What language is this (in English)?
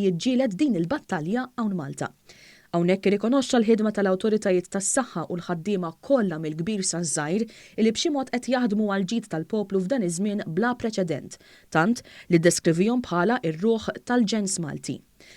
Maltese